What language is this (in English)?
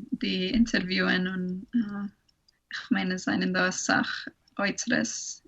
Yiddish